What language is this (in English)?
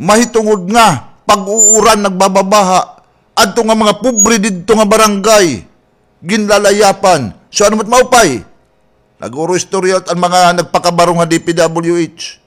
Waray